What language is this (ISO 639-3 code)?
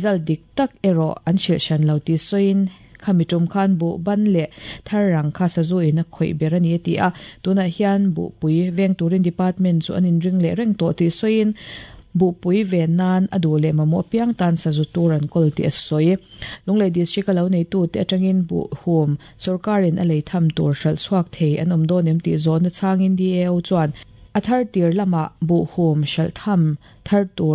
lus